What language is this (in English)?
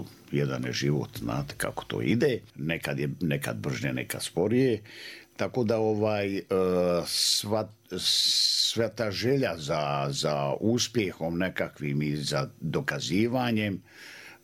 Croatian